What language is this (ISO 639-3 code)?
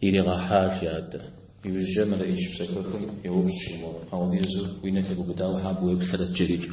kbd